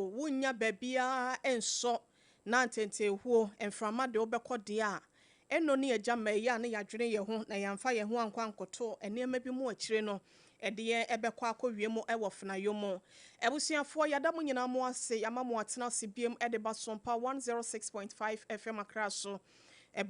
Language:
Akan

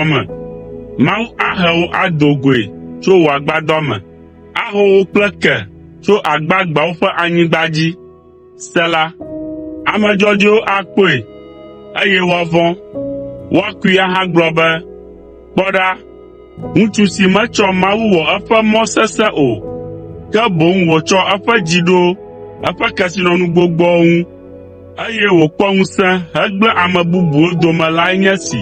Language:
Ewe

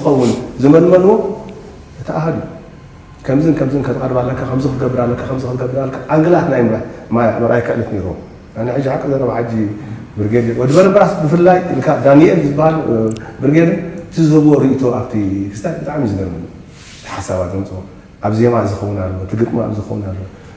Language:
Tigrinya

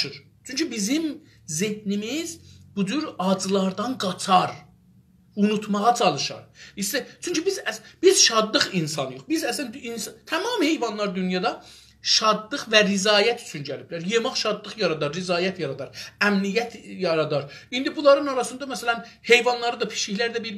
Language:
South Azerbaijani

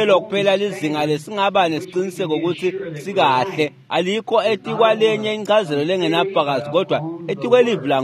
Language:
Swati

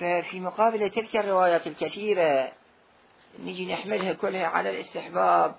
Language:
Mesopotamian Arabic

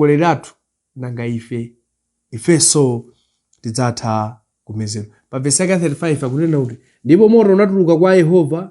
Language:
Nyanja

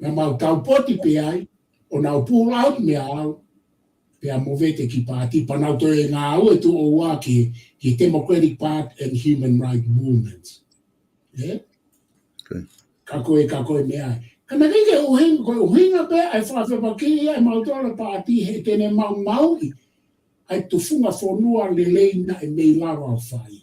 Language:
Tongan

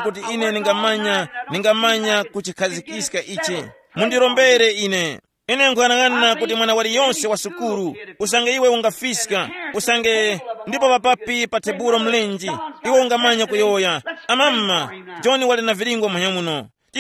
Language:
Tumbuka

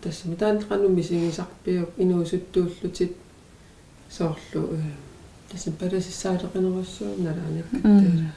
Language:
Kalaallisut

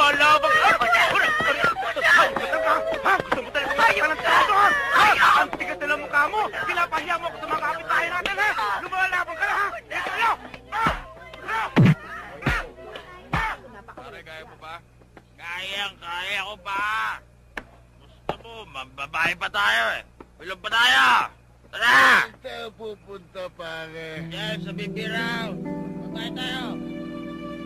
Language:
Filipino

